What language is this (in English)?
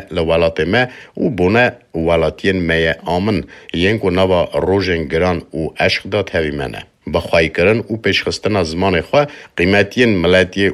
Kurdish